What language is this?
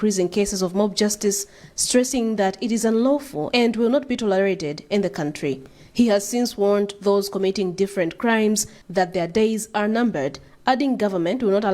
English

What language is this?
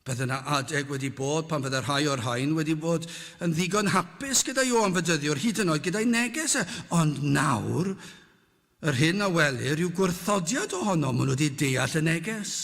Welsh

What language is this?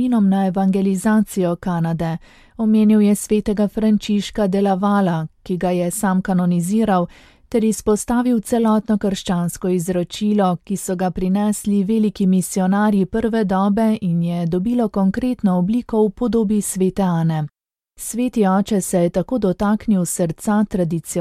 Slovenian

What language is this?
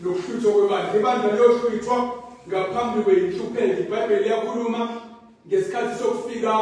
Zulu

